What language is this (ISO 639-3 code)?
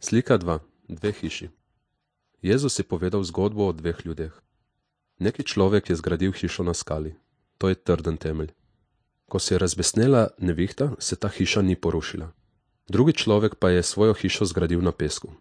slv